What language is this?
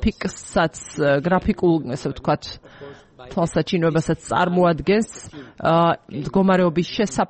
Georgian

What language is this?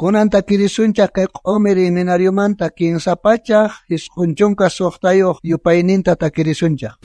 South Bolivian Quechua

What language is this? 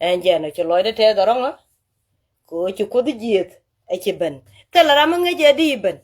Nuer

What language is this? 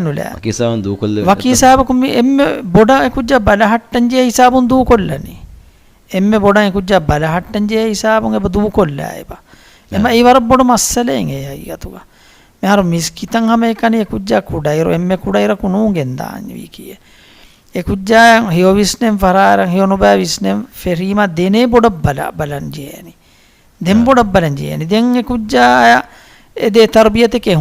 Divehi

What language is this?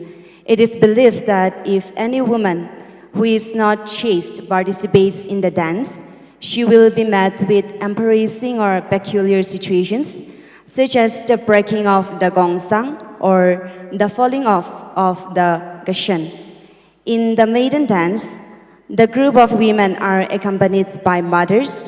Tangkhul Naga (India)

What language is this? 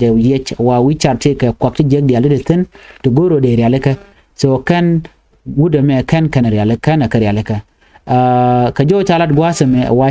Nuer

